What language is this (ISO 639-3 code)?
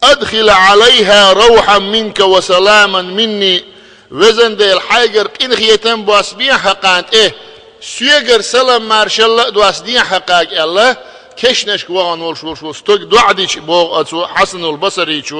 che